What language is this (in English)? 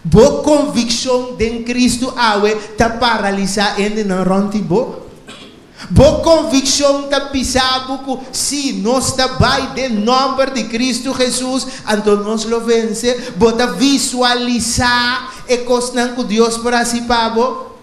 Papiamento